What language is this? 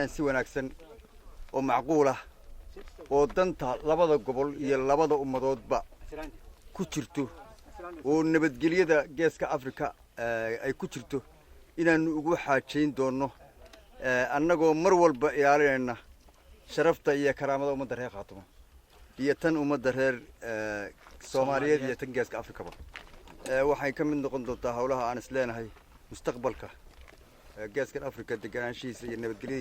Somali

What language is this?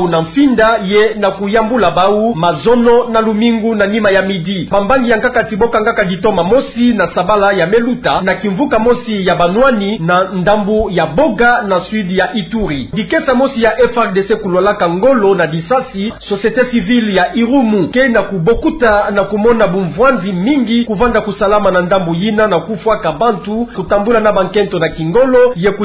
Kituba (Democratic Republic of Congo)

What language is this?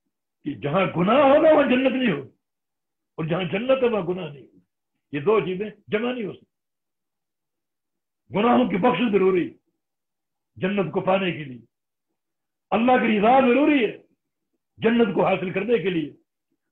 Urdu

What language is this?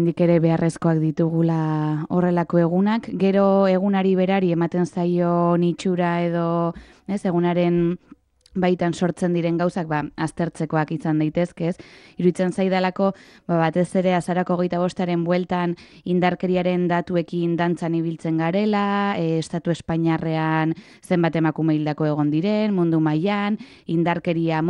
Basque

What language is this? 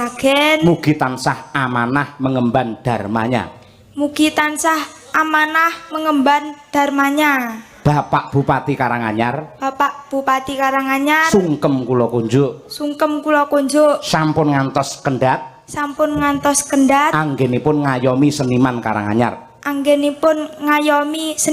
Javanese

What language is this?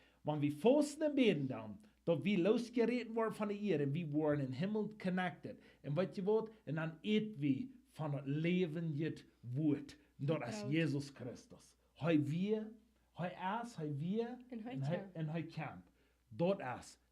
Plautdietsch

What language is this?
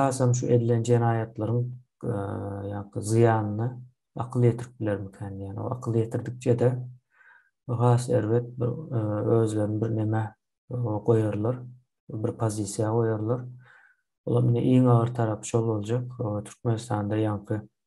Turkmen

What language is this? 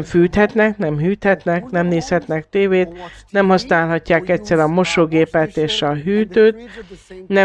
Hungarian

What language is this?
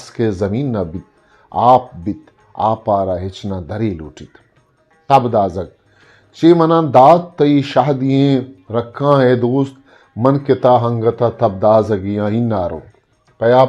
Eastern Balochi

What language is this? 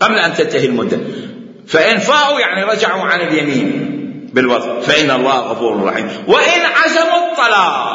Mesopotamian Arabic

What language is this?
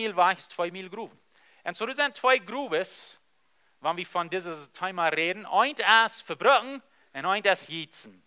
Plautdietsch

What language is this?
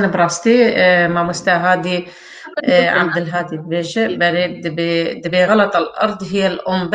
Kurdish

